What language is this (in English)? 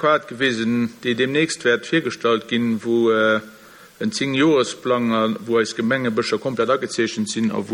Luxembourgish